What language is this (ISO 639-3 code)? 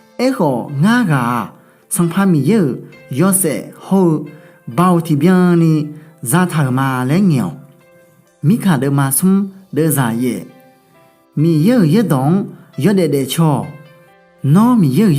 ahk